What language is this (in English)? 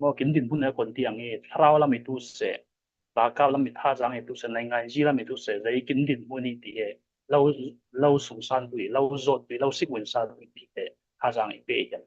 Falam Chin